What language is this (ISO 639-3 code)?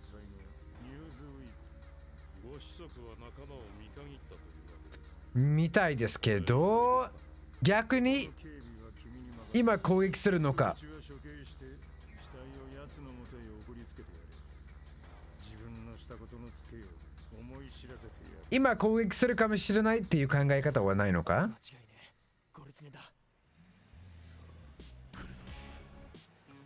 jpn